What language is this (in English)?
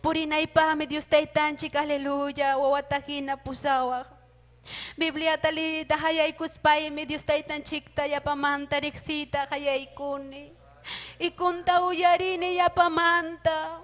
Ayacucho Quechua